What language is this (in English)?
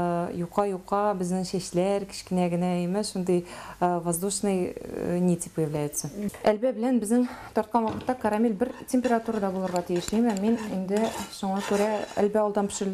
Tatar